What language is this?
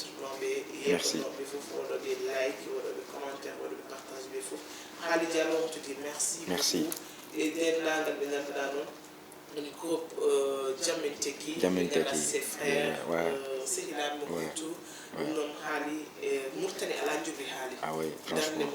Fula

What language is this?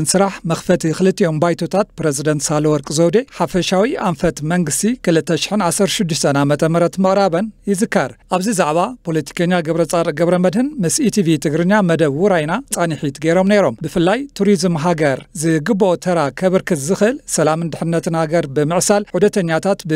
Tigrinya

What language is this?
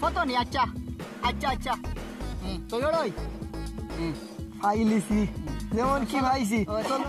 Sylheti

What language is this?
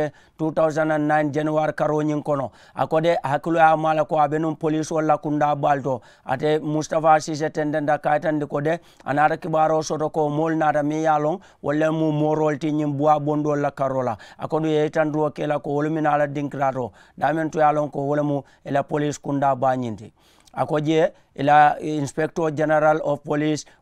Mandingo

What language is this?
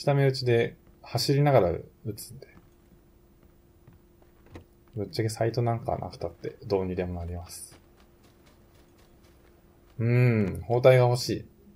Japanese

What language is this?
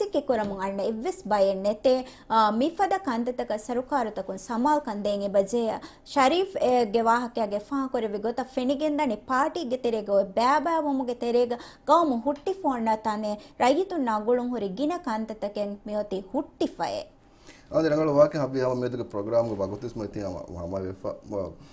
Divehi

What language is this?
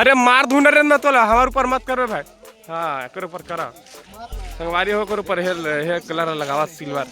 Chhattisgarhi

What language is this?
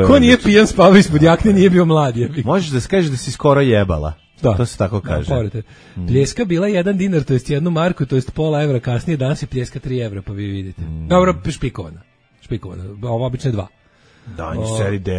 Serbian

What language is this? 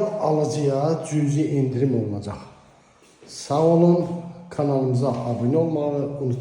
Azerbaijani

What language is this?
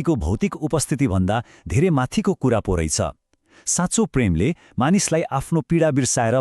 Nepali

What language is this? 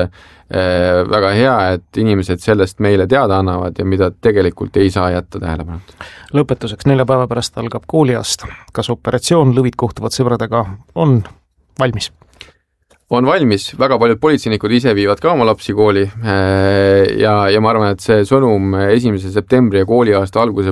Estonian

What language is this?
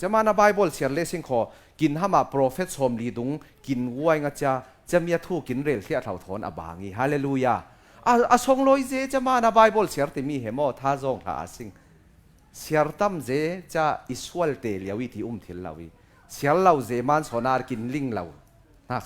Falam Chin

